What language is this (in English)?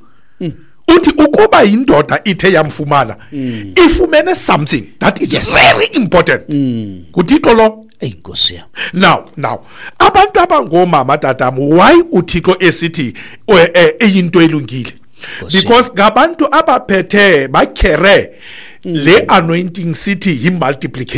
Xhosa